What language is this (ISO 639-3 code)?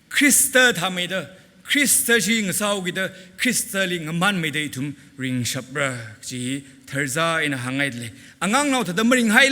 nmf